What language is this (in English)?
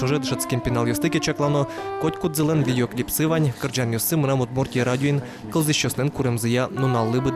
Udmurt